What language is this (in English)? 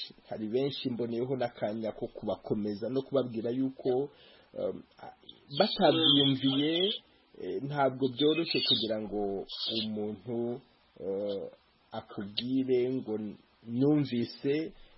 Kinyarwanda